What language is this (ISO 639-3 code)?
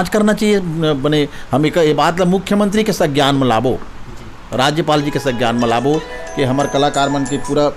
hne